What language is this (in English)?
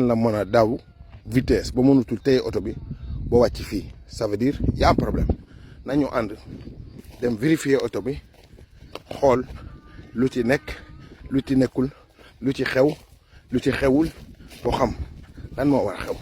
Wolof